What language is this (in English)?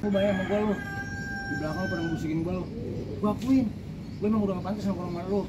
Betawi